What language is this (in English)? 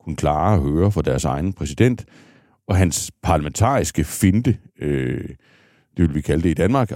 Danish